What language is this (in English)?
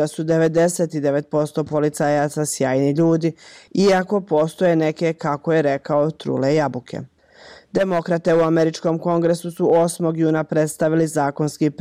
Bosnian